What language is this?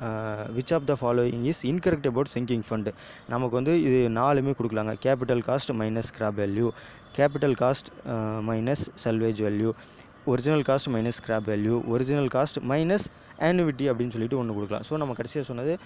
Tamil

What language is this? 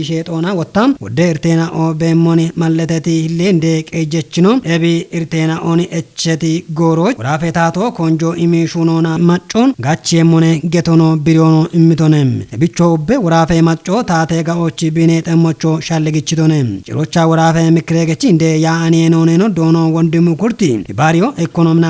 Kafa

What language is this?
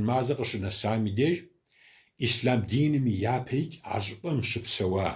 Kabardian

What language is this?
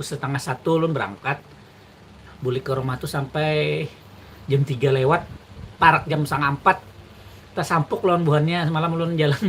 Banjar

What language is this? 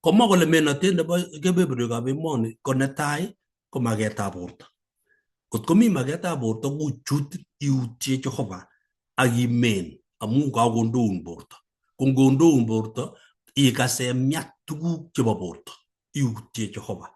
Kalenjin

